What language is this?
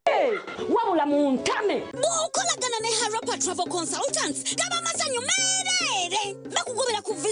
Nyankole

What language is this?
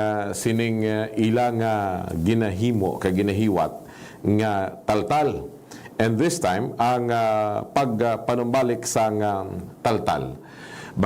Hiligaynon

